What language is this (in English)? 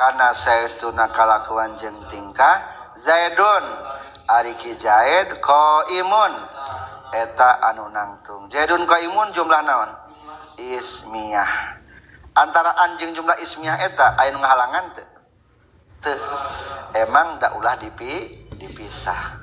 Sundanese